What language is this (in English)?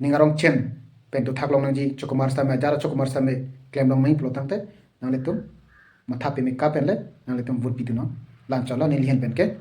Karbi